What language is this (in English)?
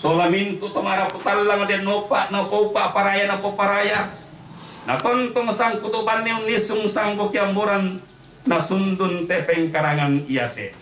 Toraja-Sa'dan